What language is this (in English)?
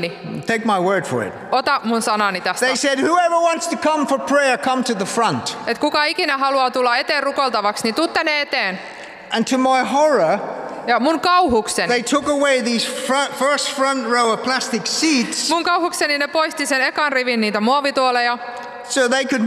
Finnish